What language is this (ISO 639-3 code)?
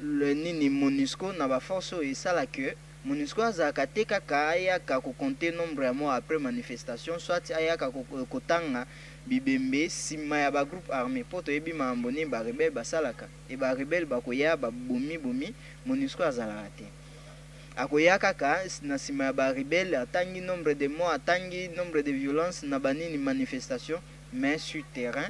lin